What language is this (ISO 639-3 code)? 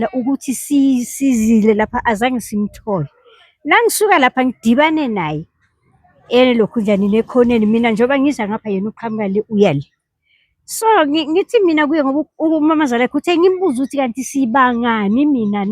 zul